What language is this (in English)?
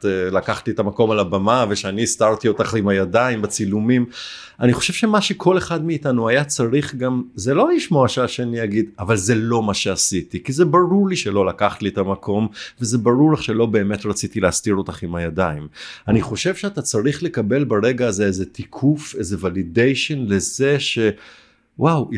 Hebrew